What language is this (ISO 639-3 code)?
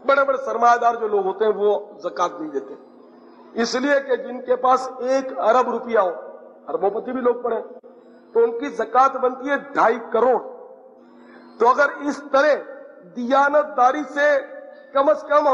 urd